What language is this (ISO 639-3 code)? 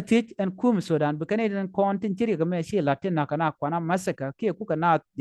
nus